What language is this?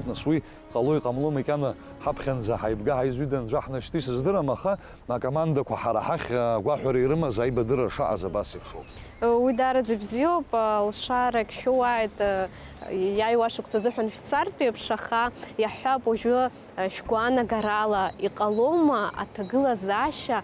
Abkhazian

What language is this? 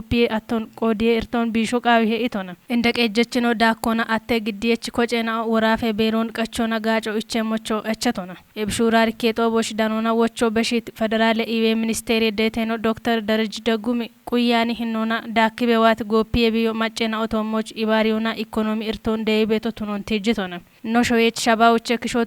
Kafa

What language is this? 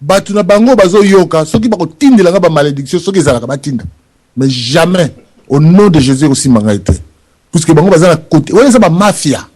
Lingala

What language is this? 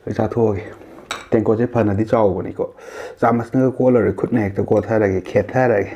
Manipuri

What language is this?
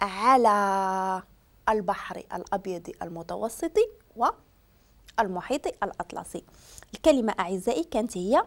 Moroccan Arabic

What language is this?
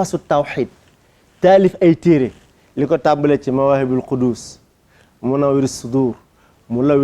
Wolof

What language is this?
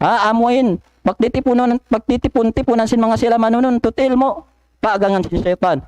Tausug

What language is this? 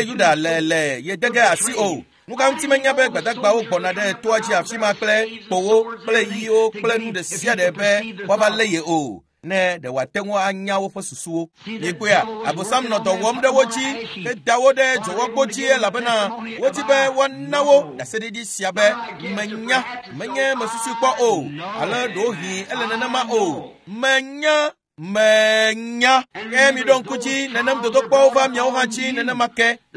Ewe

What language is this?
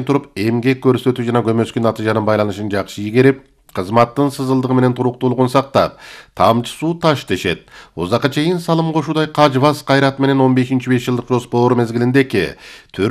Kyrgyz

